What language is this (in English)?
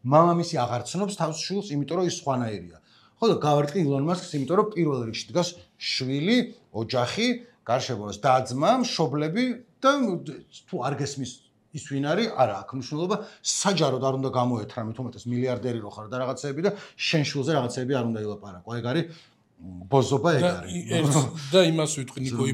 Georgian